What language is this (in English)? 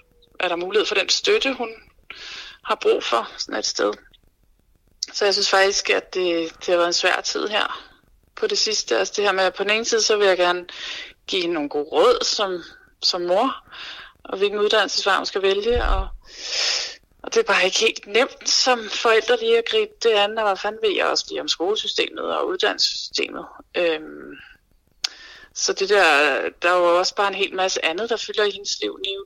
Danish